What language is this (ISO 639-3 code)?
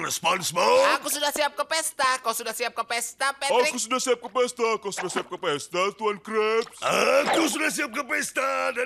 ind